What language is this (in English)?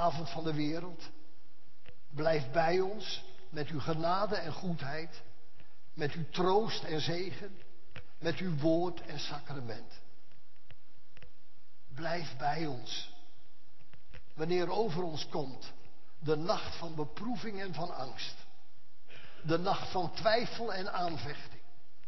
Dutch